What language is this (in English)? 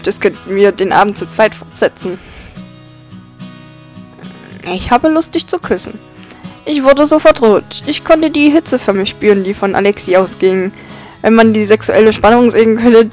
German